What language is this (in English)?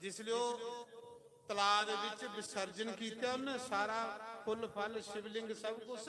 Dogri